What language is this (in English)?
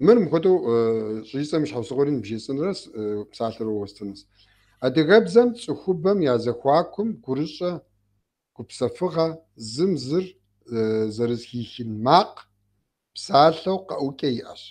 Kabardian